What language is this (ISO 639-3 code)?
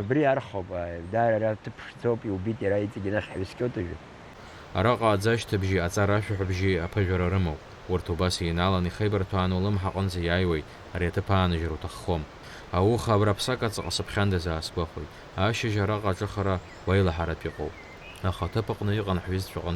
abk